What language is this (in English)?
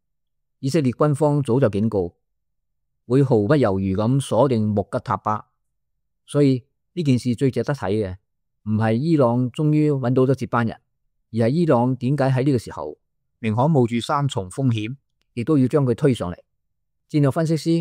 Cantonese